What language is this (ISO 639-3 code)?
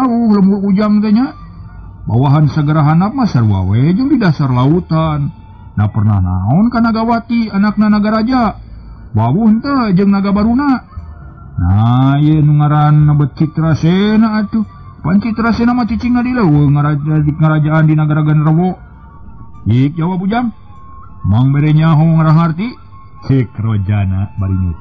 sun